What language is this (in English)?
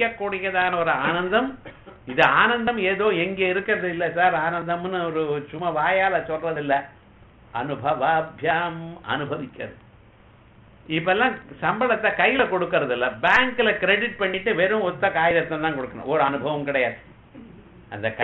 Tamil